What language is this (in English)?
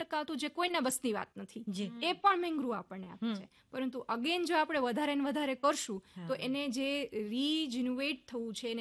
Gujarati